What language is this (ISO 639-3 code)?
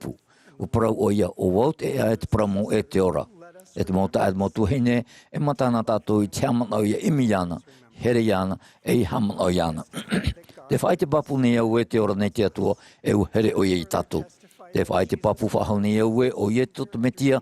tah